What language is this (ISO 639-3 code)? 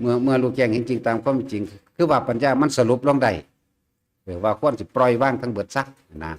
tts